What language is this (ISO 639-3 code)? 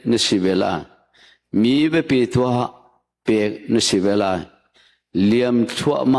cnh